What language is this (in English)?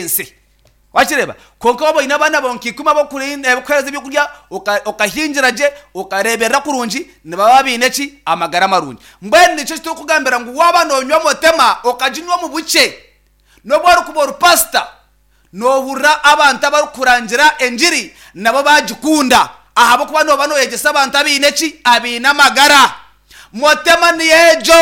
Nyankole